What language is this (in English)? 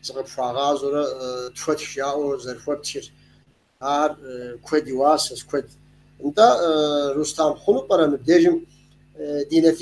Kabardian